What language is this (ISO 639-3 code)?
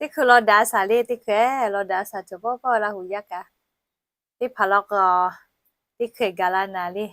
lhu